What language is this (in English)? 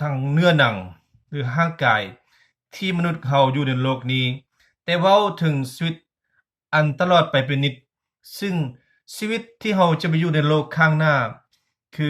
Lao